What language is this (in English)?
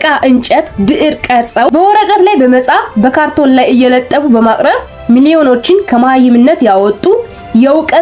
Amharic